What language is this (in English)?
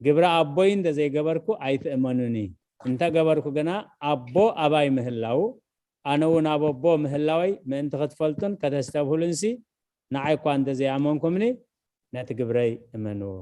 Tigrinya